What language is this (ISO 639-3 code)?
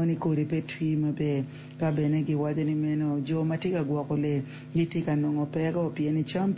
ach